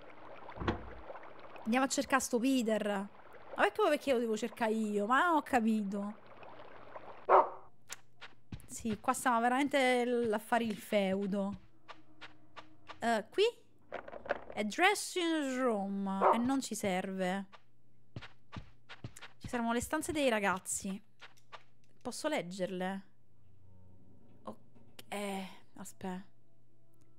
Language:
Italian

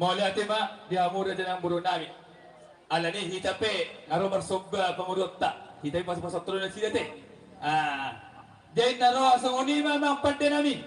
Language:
Batak Toba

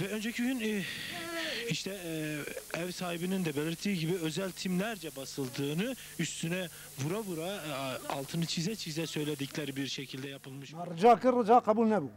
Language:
Kurdish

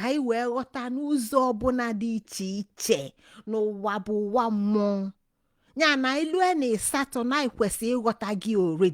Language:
Igbo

